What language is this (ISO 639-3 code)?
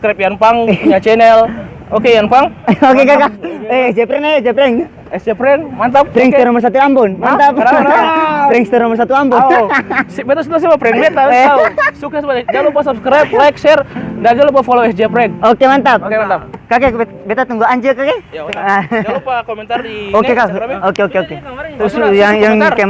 abs